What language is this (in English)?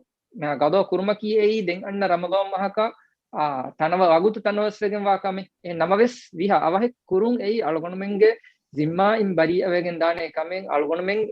Divehi